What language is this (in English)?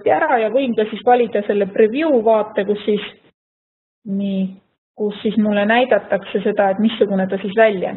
Estonian